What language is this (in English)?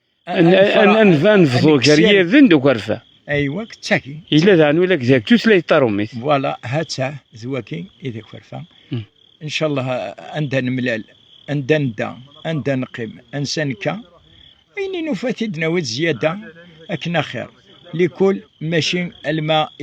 Kabyle